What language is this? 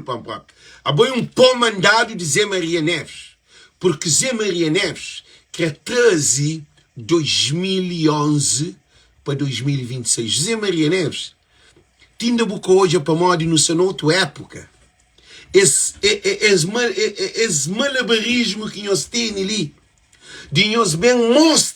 Kabuverdianu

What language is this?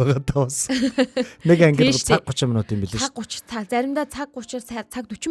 Mongolian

